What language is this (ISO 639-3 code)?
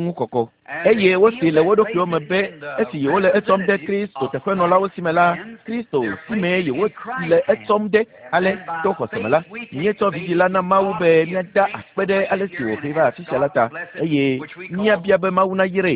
ewe